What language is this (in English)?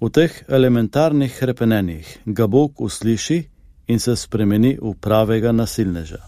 Slovenian